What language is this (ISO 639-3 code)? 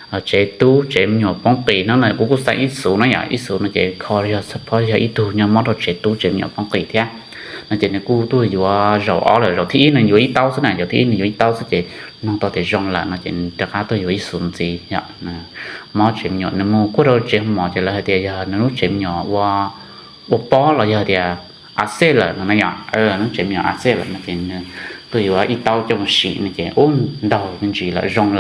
hmn